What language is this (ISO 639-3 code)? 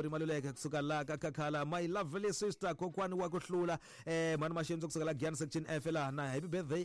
tso